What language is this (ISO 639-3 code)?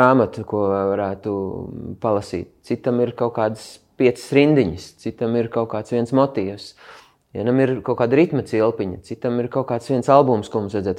lav